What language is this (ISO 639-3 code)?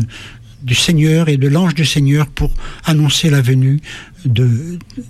fra